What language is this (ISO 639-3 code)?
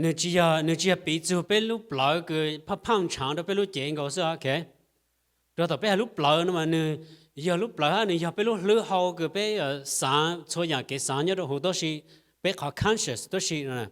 hmn